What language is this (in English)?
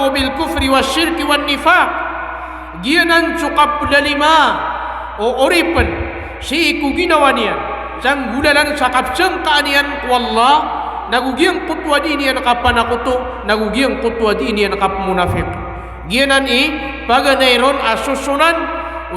Maranao